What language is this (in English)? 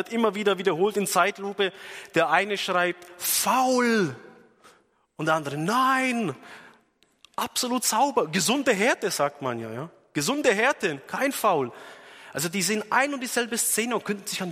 German